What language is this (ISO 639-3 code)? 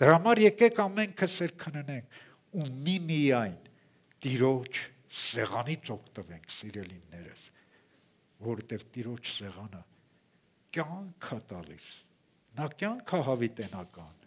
hye